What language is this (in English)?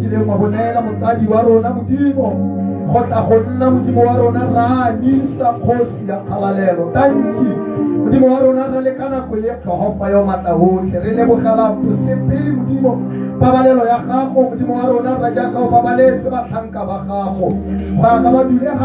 Tswana